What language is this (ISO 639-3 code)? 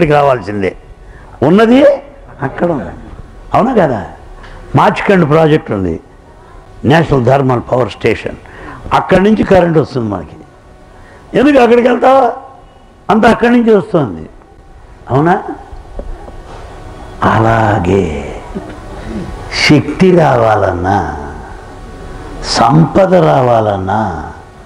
tel